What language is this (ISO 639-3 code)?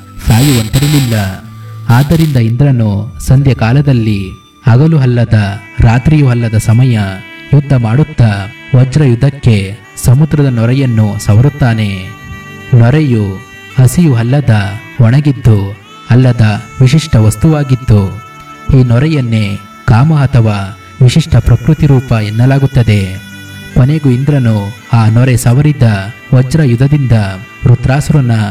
kan